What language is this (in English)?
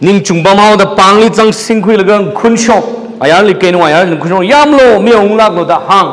Tangkhul Naga (India)